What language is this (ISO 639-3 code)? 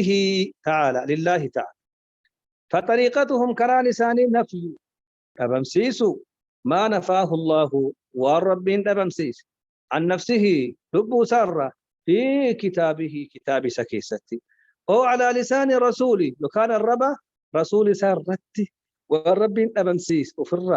orm